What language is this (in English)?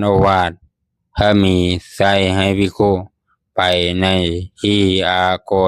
Lao